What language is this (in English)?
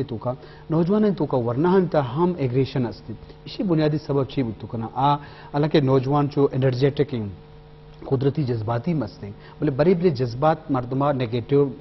Eastern Balochi